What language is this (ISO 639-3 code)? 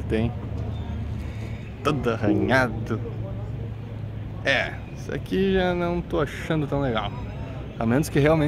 por